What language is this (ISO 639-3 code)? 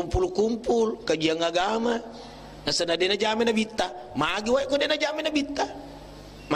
bug